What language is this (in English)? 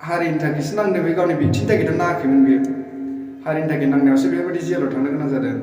Bodo